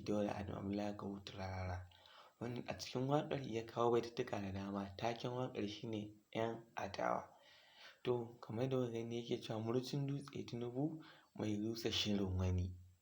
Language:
Hausa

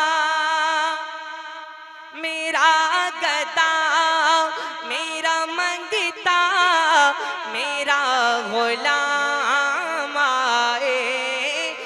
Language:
Hindi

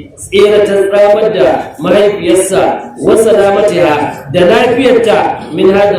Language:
Hausa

